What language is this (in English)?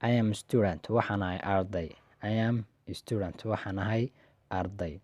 Somali